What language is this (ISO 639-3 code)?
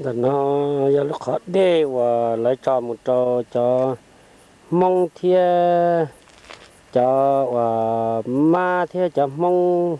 hmn